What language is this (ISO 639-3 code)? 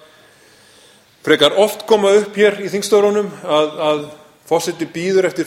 isl